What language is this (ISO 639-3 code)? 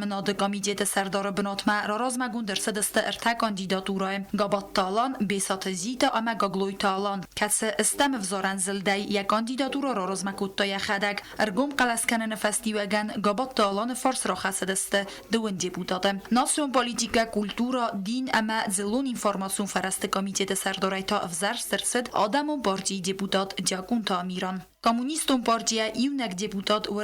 oss